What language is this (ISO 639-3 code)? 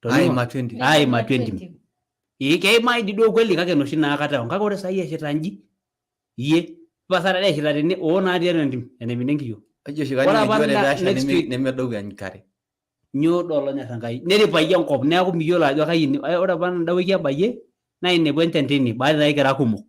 mas